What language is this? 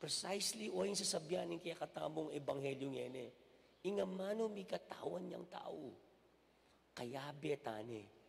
Pampanga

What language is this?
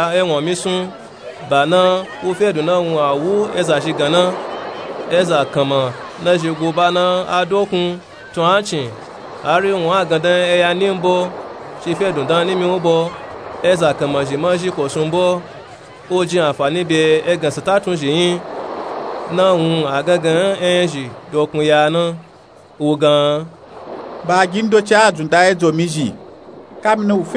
Nupe-Nupe-Tako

